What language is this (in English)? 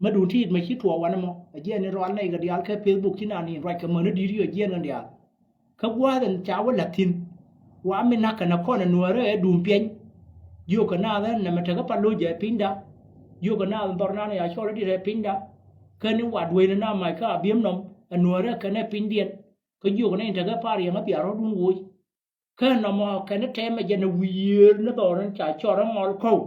Nuer